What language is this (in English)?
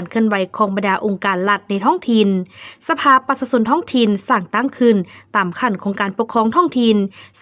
Lao